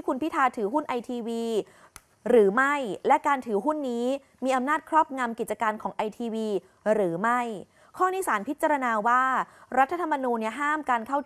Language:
Thai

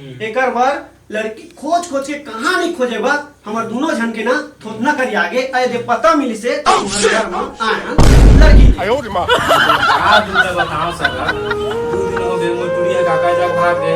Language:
Chhattisgarhi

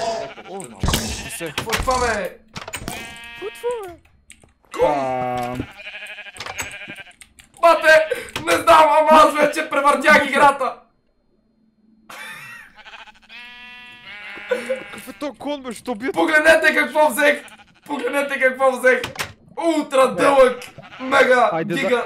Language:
Bulgarian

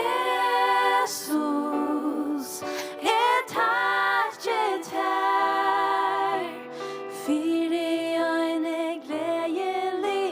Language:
Faroese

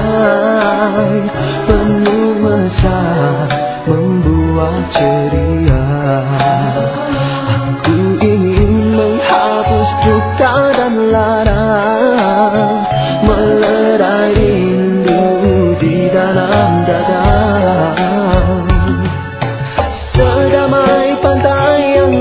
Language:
Malay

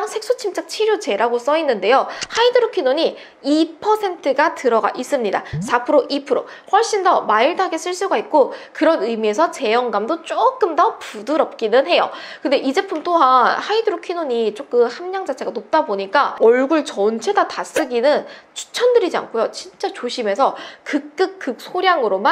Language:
Korean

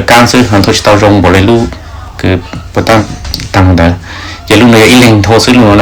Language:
Hmong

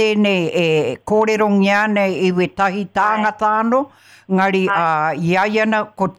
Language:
Māori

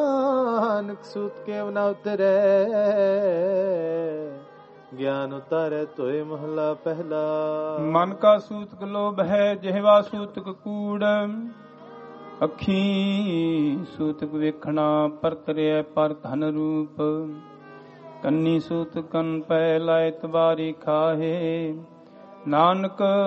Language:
Punjabi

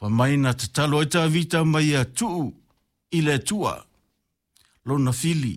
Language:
Samoan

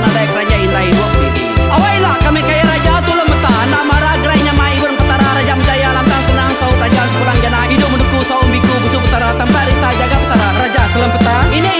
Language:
Iban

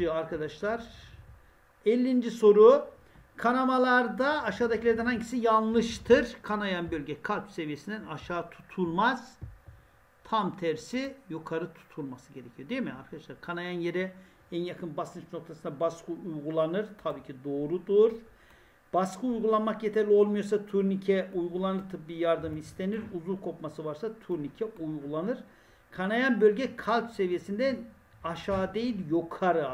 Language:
Turkish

